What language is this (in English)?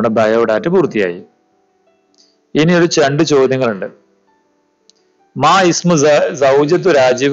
Malayalam